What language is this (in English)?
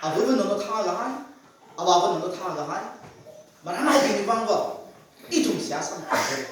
Tangkhul Naga (India)